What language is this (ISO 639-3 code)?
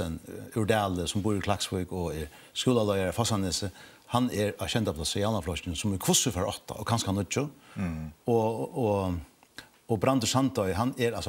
fao